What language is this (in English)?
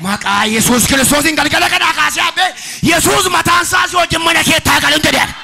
Oromo